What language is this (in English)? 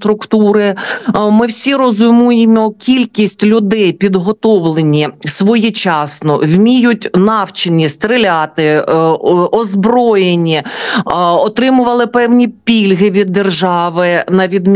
Ukrainian